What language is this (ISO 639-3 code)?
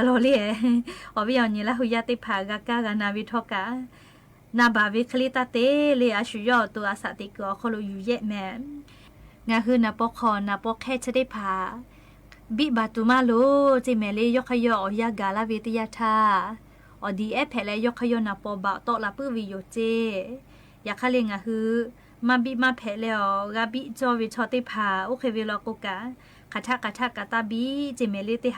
lhu